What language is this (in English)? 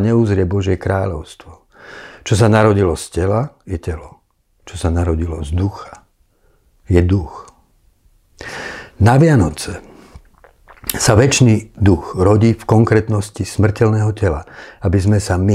Slovak